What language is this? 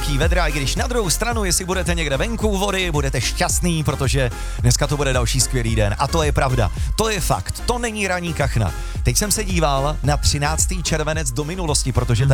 Czech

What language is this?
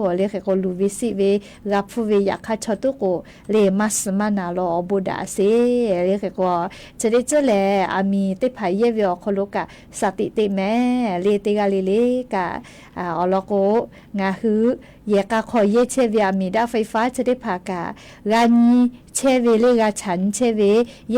Lahu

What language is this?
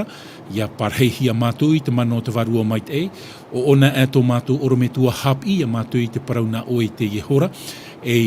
Tahitian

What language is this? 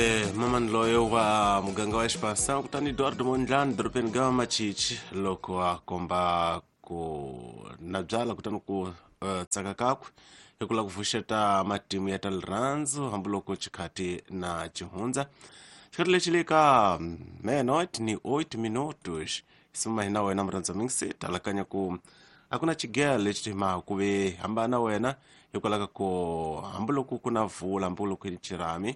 Tsonga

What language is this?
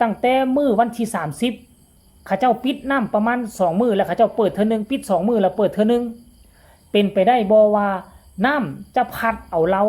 Lao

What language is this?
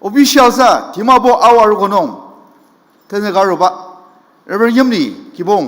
Ao Naga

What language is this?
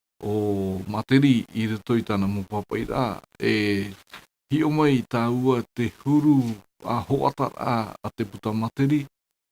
Tahitian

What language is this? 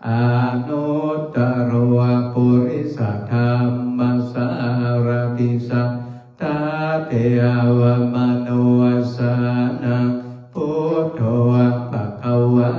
Pali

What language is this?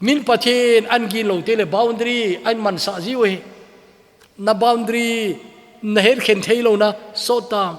Thado Chin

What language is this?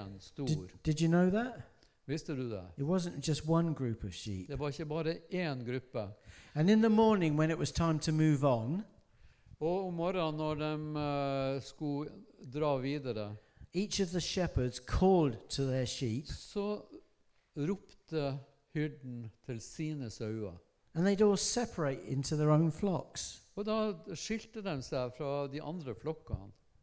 Norwegian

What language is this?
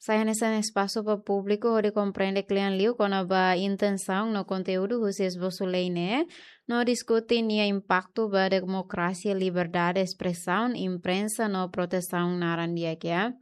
Tetum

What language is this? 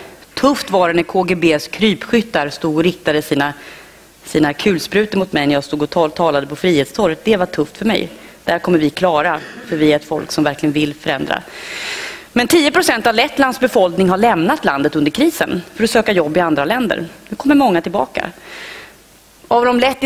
Swedish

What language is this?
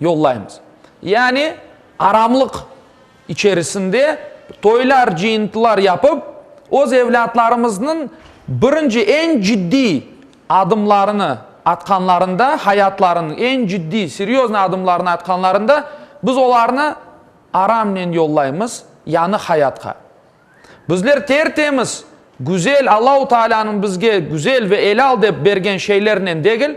Crimean Tatar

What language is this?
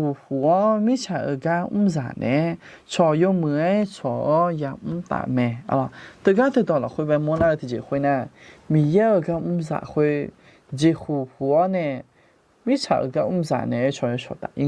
Akha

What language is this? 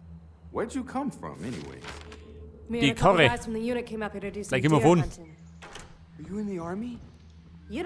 Bavarian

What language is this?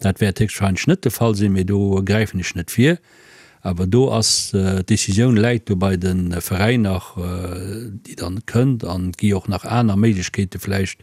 Luxembourgish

